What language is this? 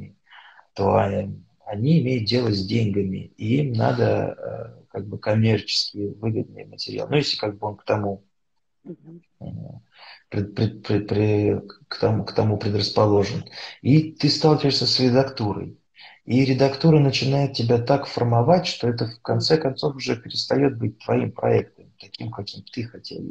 Russian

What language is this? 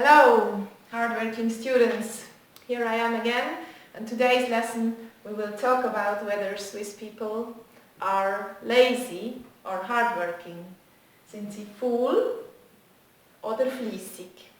Swiss German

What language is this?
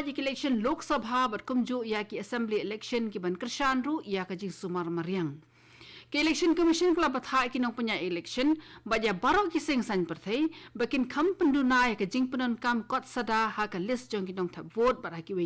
Khasi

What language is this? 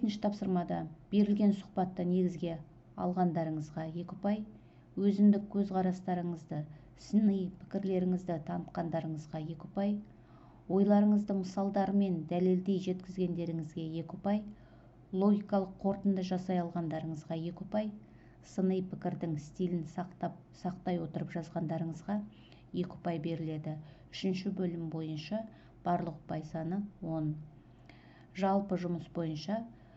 Kazakh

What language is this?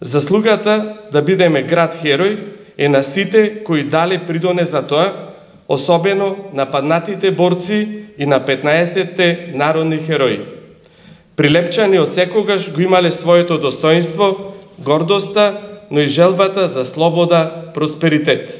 Macedonian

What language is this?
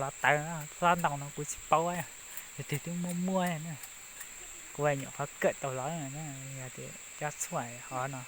Hmong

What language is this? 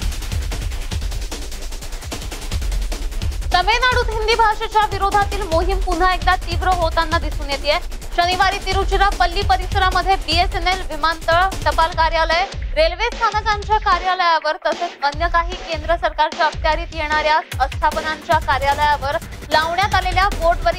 Marathi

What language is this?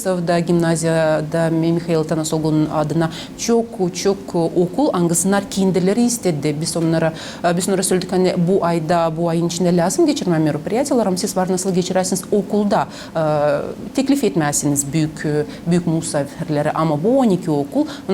Gagauz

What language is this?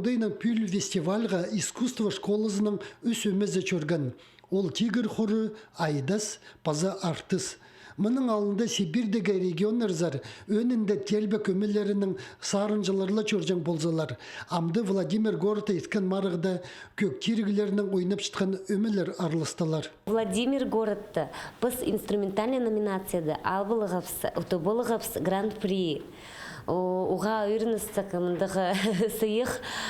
Khakas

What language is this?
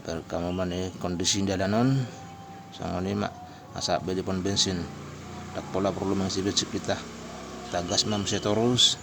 Batak Toba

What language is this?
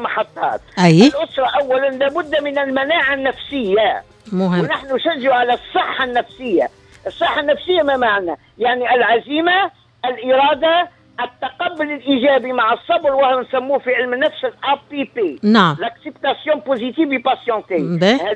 Tunisian Arabic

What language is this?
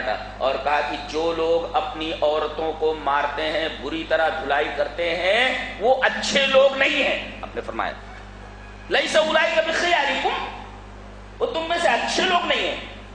Urdu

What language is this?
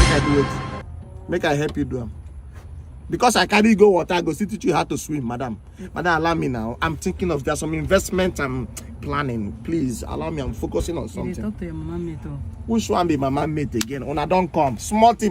Nigerian Pidgin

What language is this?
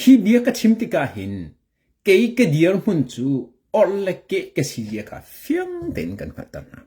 Hakha Chin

